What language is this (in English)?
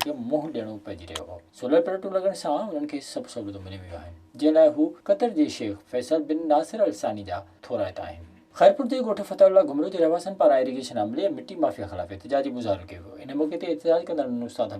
Sindhi